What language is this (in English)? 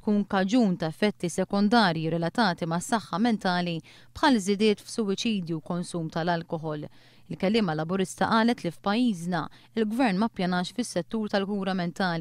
Maltese